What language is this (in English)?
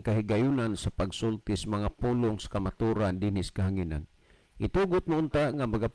Cebuano